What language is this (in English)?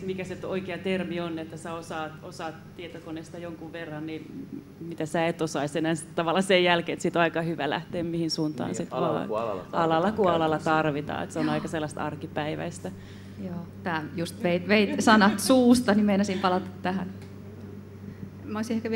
Finnish